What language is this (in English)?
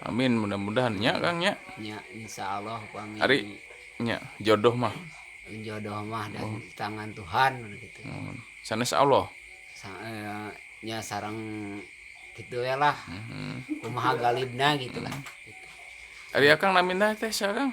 Sundanese